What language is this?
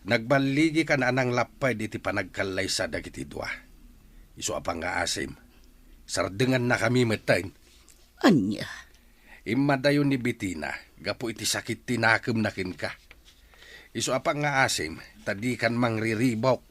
Iloko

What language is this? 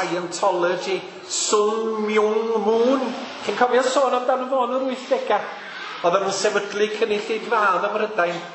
Welsh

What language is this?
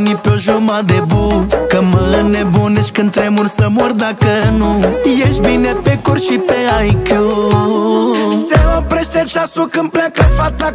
Romanian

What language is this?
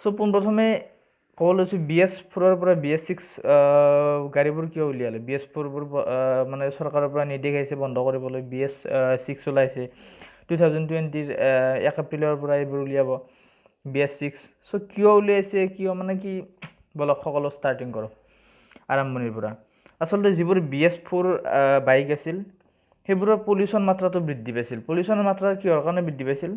Assamese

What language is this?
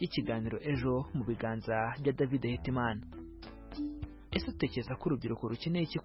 Kinyarwanda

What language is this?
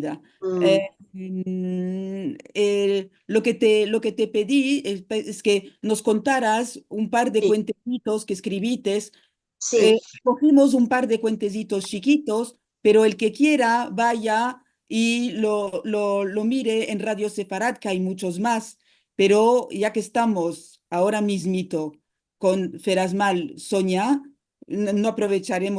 Ladino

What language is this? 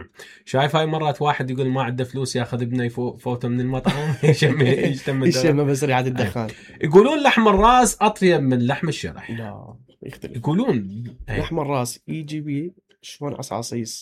Mesopotamian Arabic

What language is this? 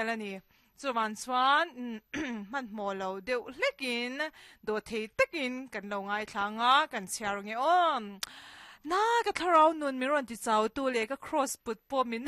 Mizo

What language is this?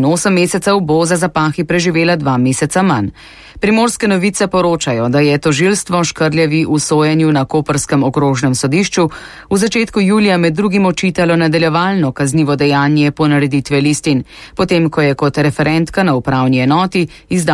Slovenian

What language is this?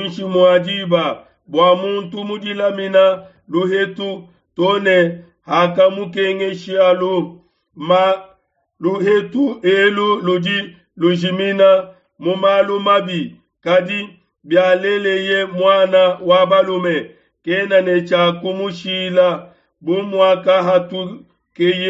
Luba-Lulua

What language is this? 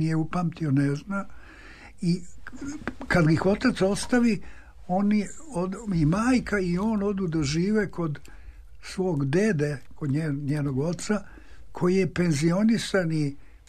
Serbian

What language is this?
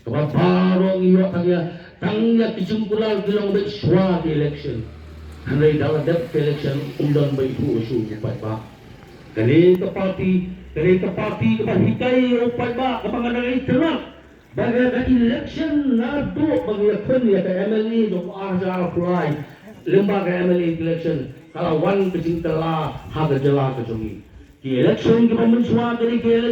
Khasi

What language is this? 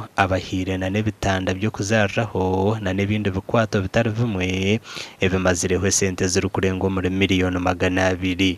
Nyankole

